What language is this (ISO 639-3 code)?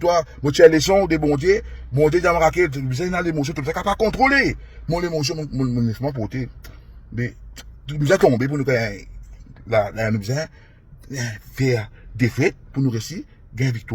mfe